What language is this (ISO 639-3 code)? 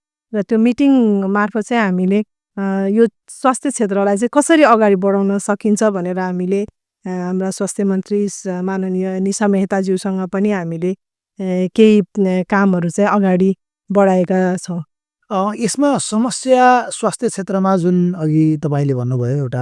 nep